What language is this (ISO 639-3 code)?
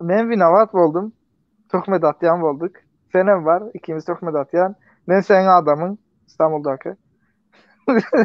tuk